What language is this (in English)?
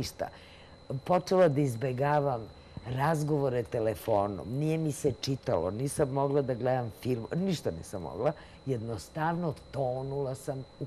Serbian